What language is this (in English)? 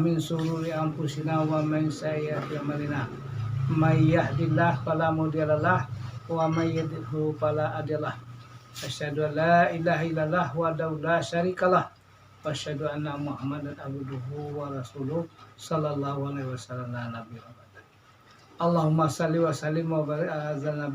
Minangkabau